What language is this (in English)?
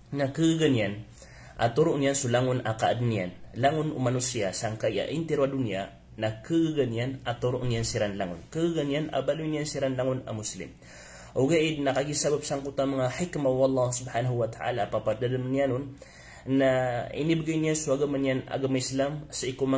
Maranao